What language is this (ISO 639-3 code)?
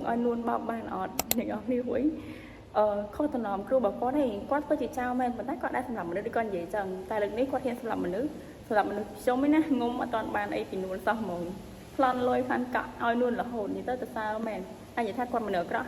khm